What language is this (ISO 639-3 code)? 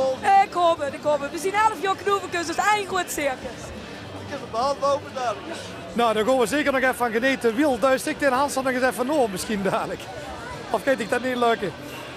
lim